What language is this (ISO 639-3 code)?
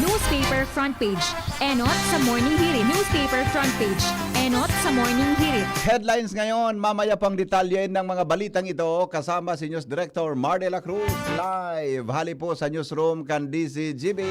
bik